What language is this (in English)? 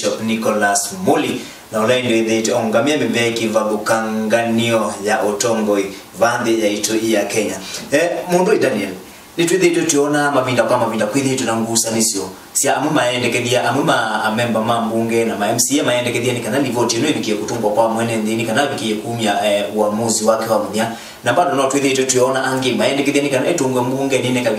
Kamba